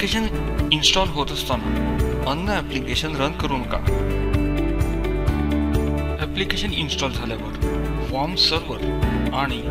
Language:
Marathi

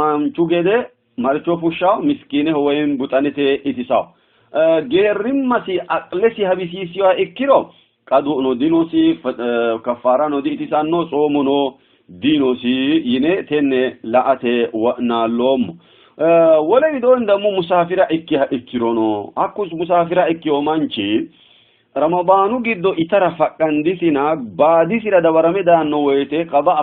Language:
Sidamo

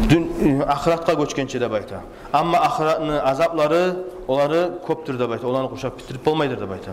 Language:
Kumyk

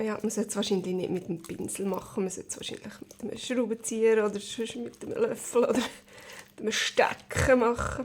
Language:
Swiss German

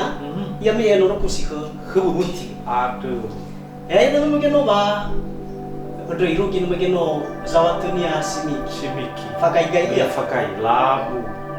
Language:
Nias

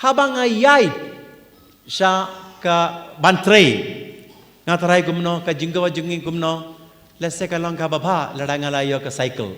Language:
Khasi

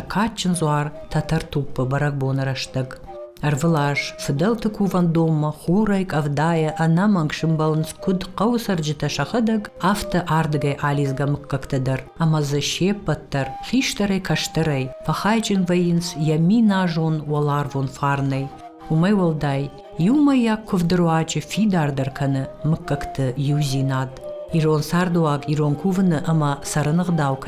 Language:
Ossetic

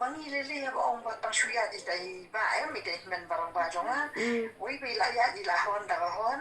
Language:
Khasi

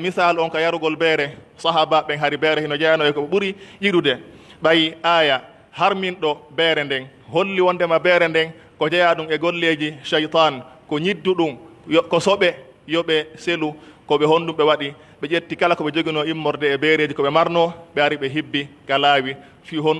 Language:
Pular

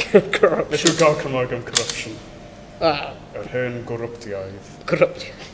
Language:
Welsh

